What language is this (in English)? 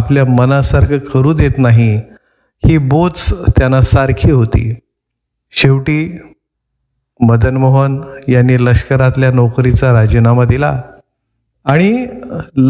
Marathi